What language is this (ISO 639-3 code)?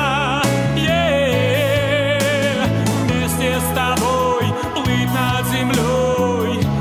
rus